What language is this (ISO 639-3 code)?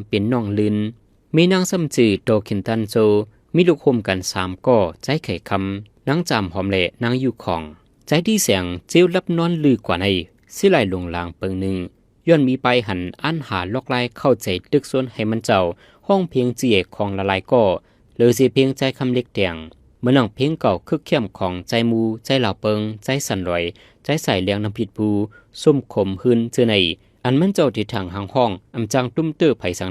shn